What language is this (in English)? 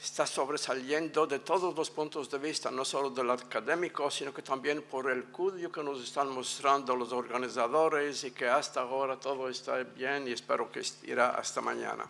Ladino